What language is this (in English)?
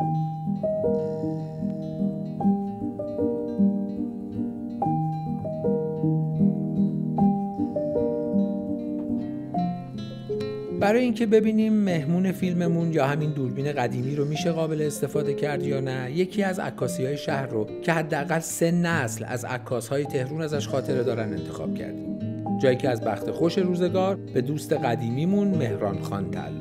Persian